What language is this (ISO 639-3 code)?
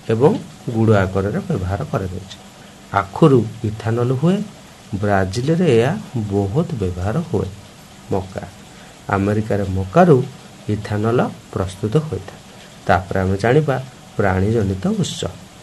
ori